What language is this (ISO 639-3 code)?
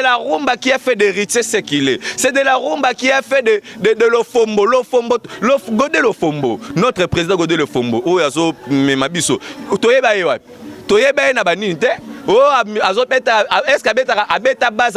lin